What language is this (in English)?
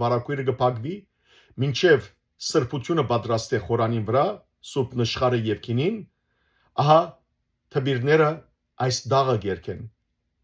Western Armenian